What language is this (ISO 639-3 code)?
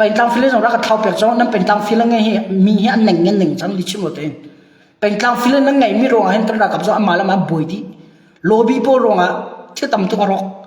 cnh